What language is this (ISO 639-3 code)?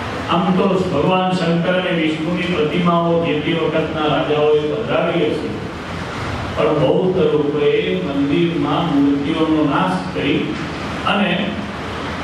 guj